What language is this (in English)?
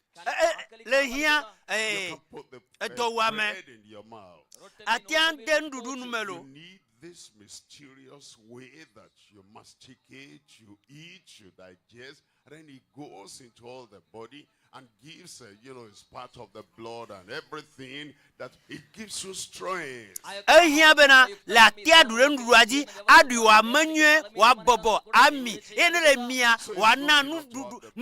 Ewe